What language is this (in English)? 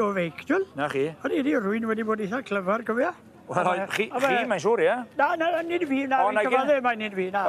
Welsh